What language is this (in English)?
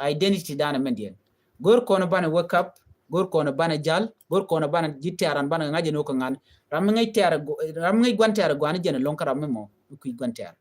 Nuer